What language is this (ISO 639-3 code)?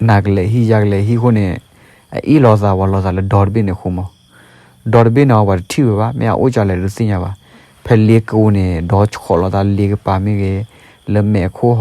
ksw